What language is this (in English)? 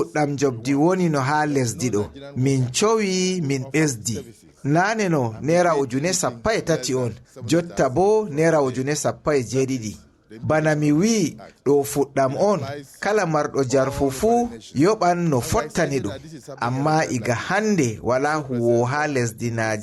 Fula